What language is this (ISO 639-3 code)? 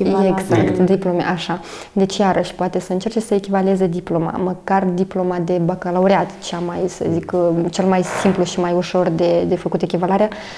ron